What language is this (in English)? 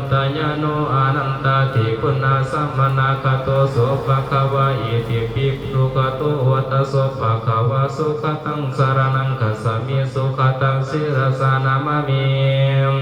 Pali